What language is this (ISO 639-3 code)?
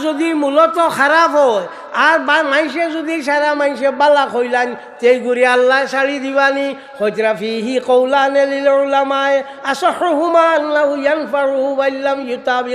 syl